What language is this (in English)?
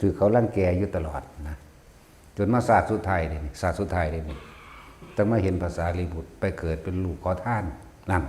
Northeastern Thai